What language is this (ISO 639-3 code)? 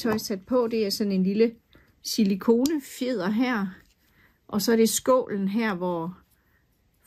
dan